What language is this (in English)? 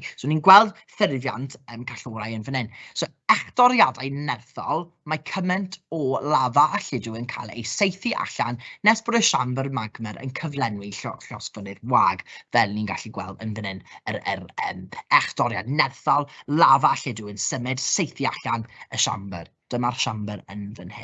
Welsh